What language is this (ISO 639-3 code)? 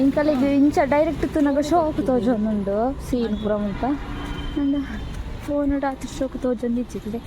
tcy